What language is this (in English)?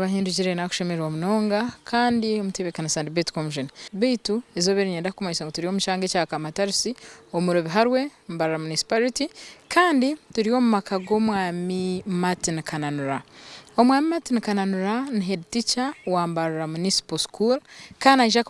Nyankole